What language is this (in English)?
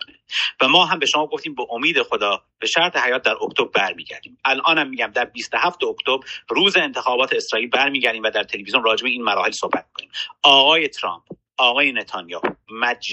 Persian